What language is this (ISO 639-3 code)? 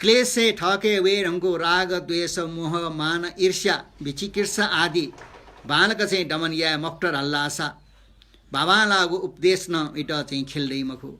new